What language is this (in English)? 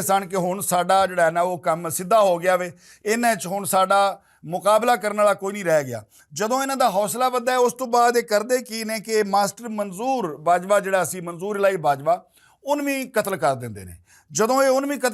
Western Panjabi